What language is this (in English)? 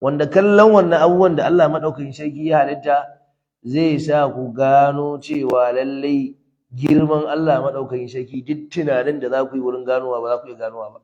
Hausa